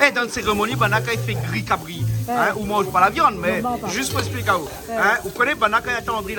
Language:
Réunion Creole French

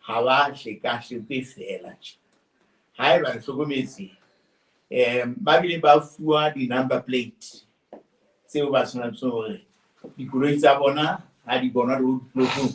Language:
Southern Sotho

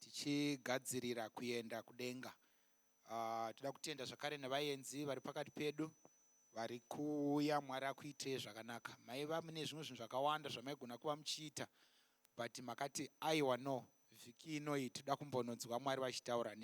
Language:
Shona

